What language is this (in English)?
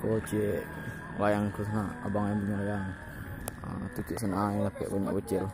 Minangkabau